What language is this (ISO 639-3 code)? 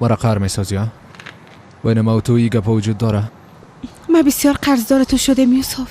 fas